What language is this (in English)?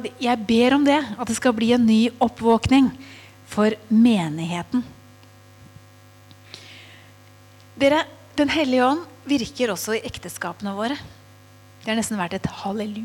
Norwegian